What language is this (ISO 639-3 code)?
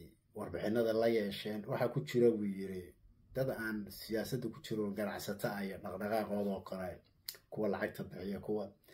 som